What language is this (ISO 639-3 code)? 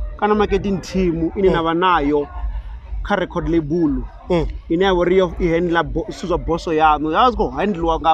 ven